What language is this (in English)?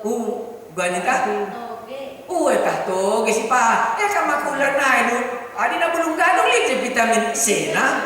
Batak Karo